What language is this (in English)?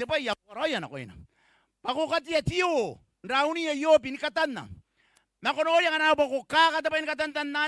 Gilbertese